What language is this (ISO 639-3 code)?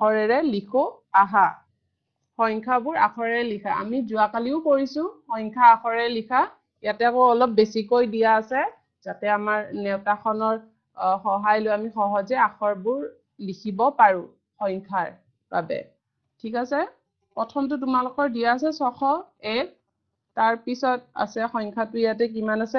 asm